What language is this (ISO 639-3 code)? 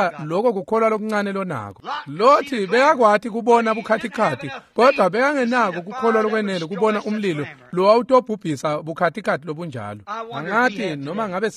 ssw